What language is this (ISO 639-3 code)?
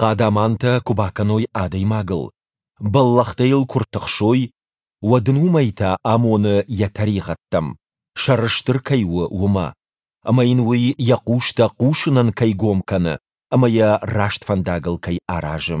oss